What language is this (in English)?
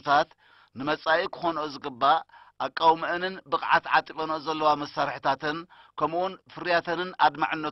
Tigrinya